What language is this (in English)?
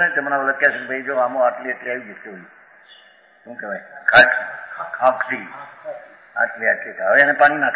Gujarati